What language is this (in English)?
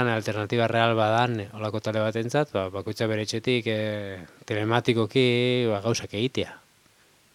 Basque